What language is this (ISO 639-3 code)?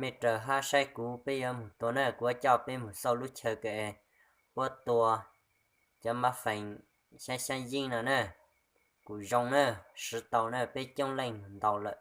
hmn